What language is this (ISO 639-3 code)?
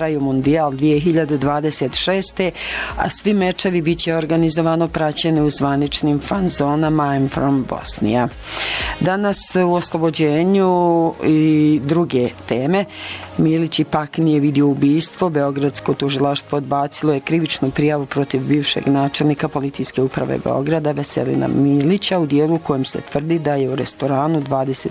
bos